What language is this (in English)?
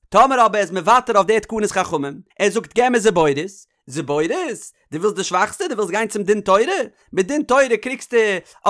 Yiddish